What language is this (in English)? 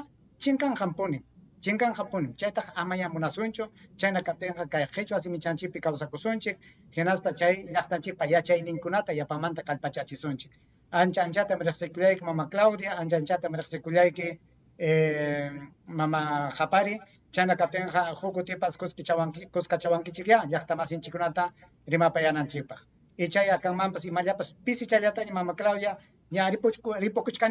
Ayacucho Quechua